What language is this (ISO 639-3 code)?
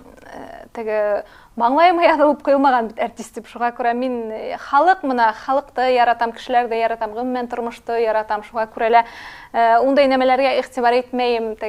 bak